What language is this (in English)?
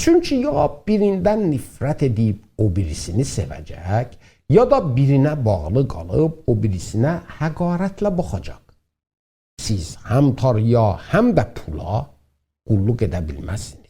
South Azerbaijani